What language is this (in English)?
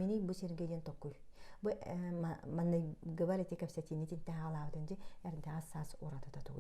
Yakut